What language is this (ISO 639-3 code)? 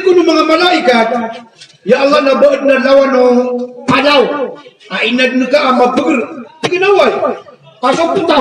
mrw